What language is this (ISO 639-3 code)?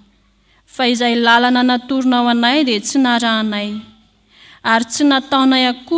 mlg